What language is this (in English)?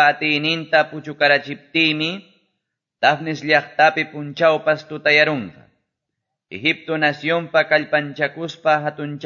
Quechua